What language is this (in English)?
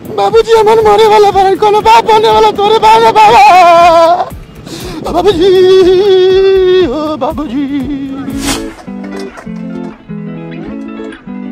Bhojpuri